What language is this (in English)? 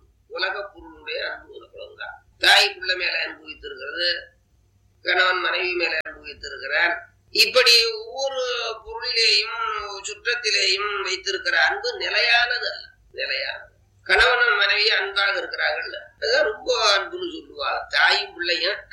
Tamil